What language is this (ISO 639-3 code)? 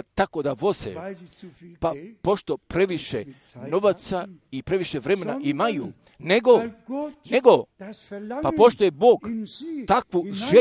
hrv